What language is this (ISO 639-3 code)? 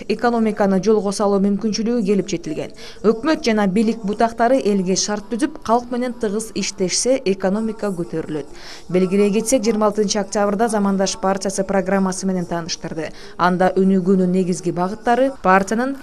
kir